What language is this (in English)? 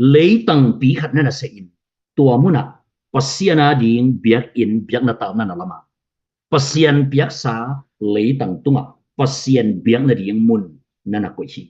Tedim Chin